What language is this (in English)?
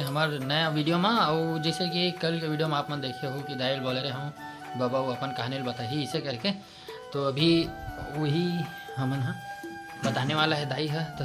Chhattisgarhi